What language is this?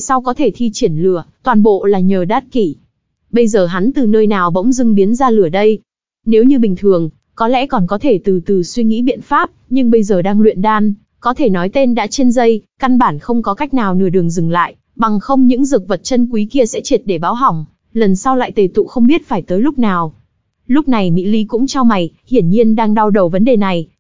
Vietnamese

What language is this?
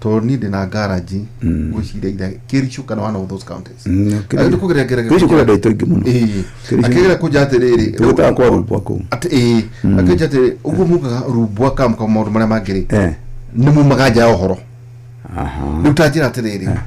Kikuyu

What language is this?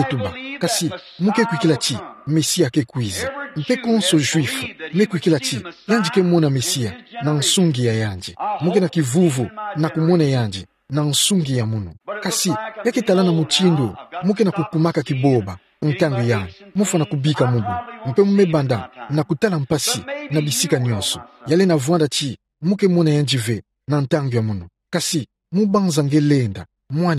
Kituba (Democratic Republic of Congo)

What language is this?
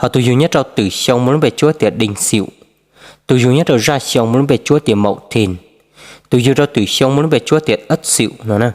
Hmong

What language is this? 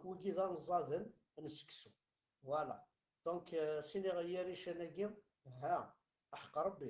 Kabyle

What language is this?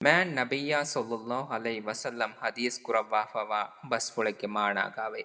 Divehi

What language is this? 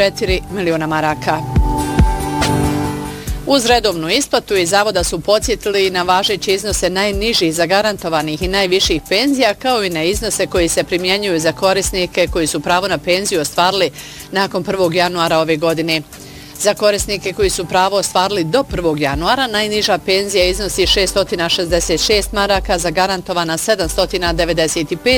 Bosnian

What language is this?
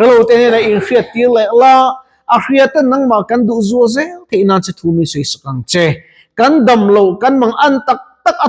Mizo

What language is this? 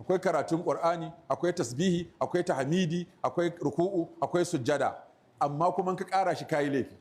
Hausa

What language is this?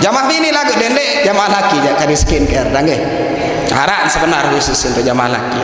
Sasak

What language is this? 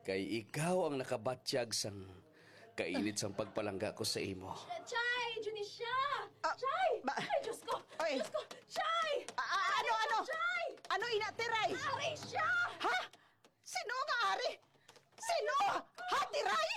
Hiligaynon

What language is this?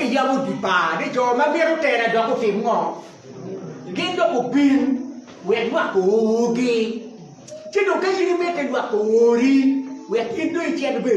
Acoli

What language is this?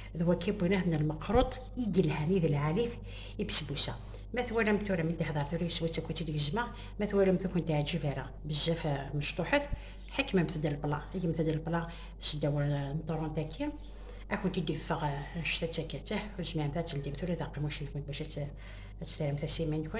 Kabyle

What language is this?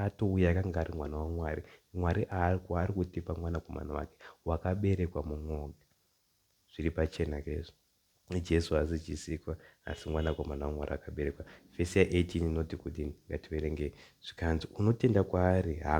Shona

